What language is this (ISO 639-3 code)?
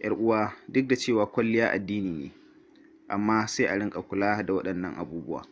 hau